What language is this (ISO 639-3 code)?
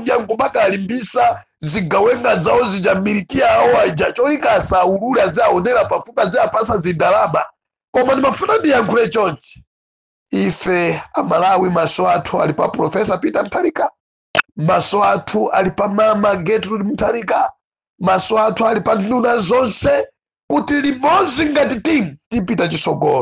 nya